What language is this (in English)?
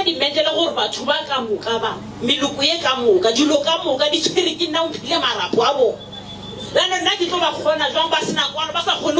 Northern Sotho